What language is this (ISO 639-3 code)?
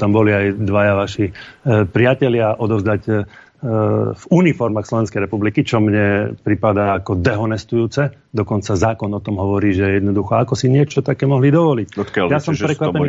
slk